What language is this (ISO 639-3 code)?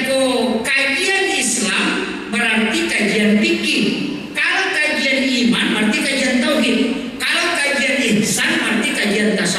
bug